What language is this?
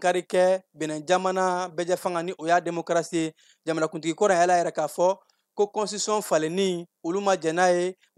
Bambara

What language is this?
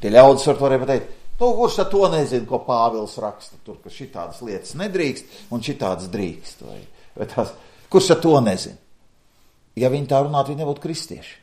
Latvian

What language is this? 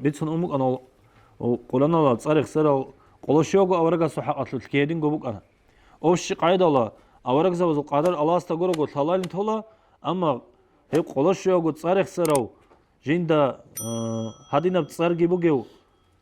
Avaric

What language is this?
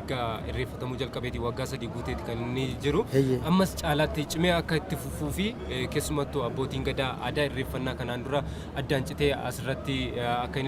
Oromo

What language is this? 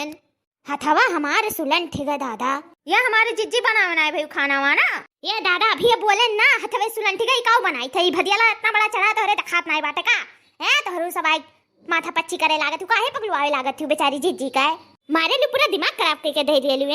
Awadhi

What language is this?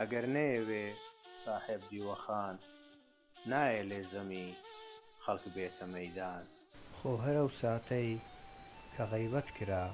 Central Kurdish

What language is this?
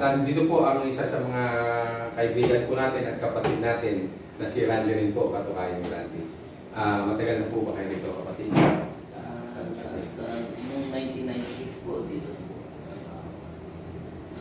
Filipino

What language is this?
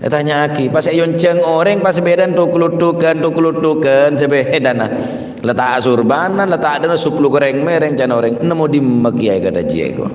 Madurese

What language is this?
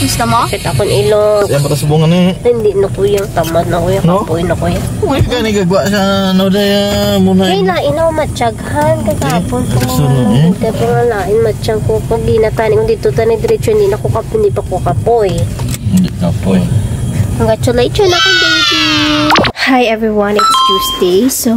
Hiligaynon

